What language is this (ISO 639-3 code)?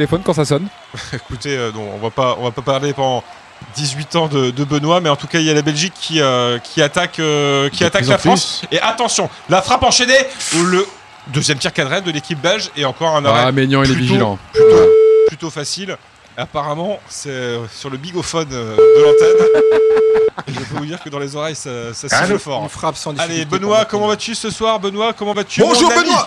fra